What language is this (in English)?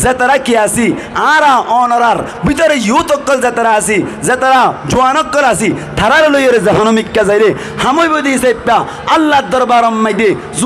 Rohingya